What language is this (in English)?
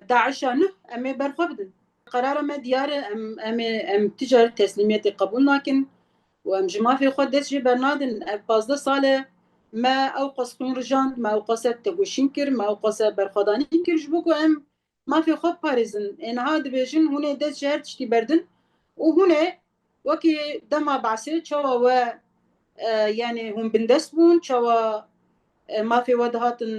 Kurdish